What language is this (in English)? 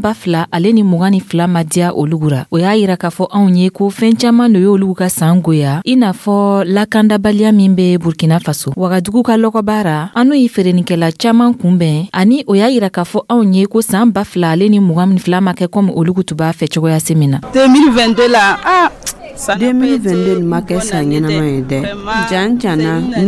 Dyula